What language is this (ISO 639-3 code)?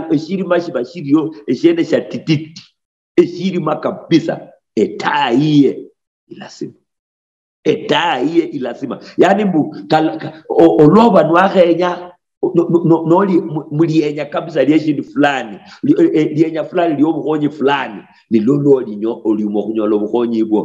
luy